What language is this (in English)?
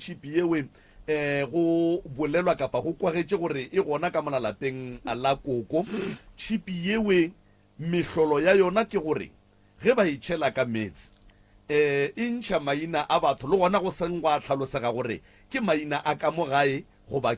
Northern Sotho